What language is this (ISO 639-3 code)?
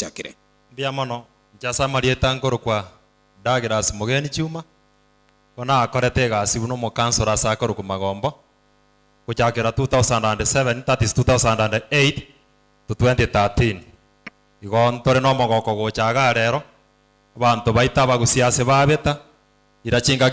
guz